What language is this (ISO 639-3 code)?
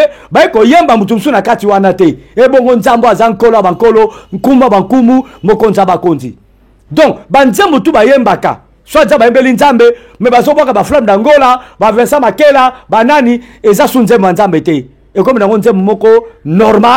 lin